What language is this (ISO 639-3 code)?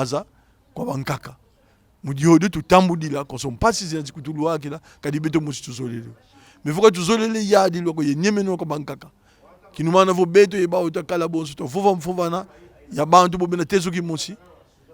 kon